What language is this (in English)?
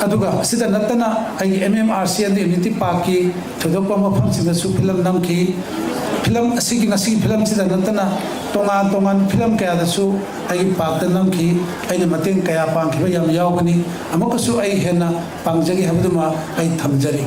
Manipuri